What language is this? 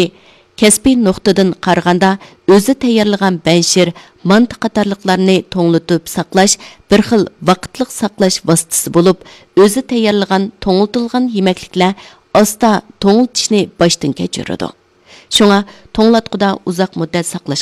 Uyghur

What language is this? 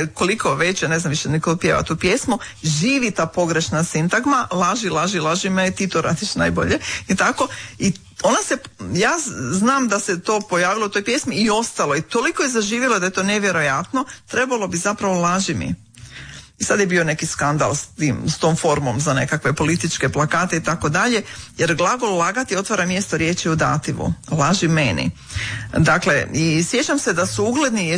Croatian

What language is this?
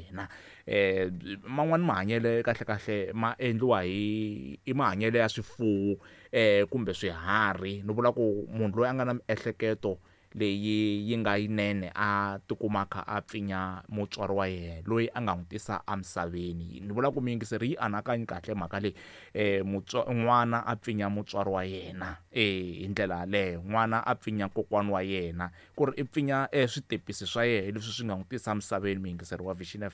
Tsonga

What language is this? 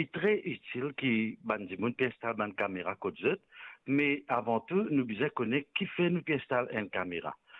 Morisyen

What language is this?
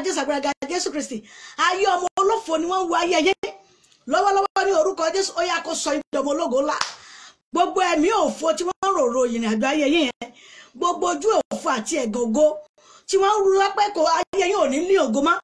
Yoruba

